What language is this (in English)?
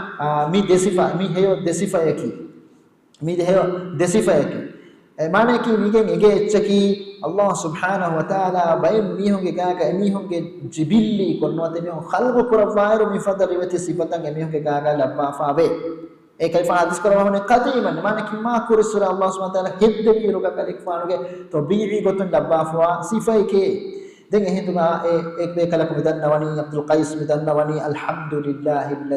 Divehi